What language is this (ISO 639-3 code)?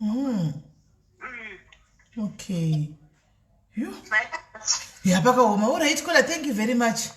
sna